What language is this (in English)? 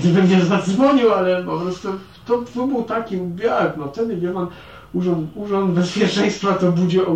Polish